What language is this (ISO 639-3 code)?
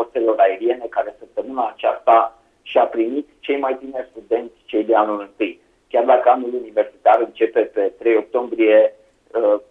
ron